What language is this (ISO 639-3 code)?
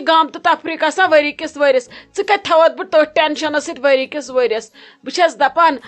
kas